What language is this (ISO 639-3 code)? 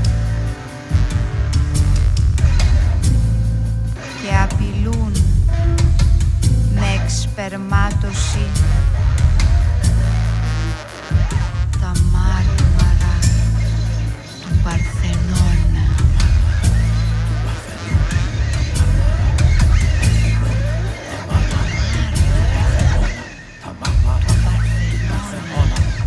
ell